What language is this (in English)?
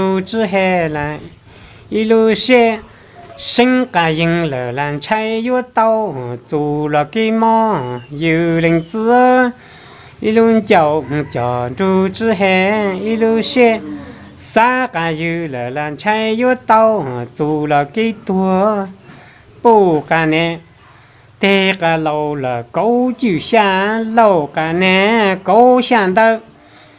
Hmong